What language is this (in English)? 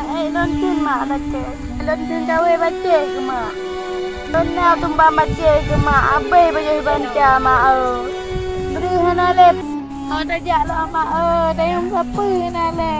Achinese